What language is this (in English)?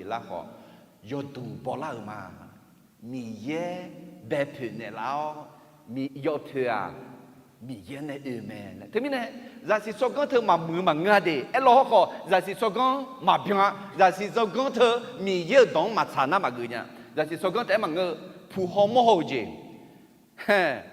Akha